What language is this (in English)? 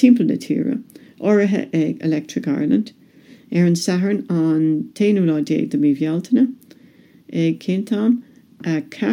Irish